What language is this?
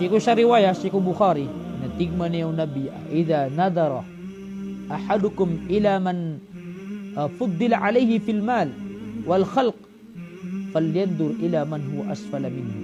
Maranao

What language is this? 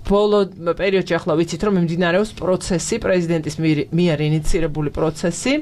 Georgian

